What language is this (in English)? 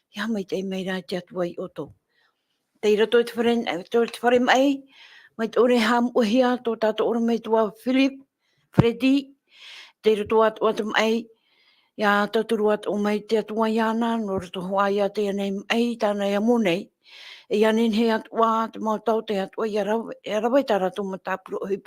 Tahitian